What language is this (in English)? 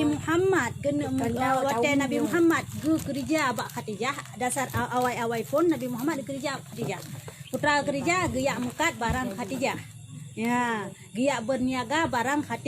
Achinese